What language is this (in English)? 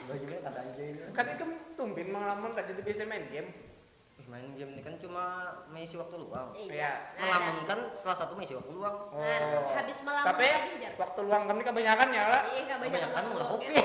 Banjar